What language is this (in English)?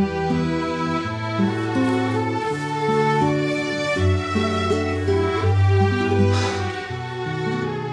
Turkish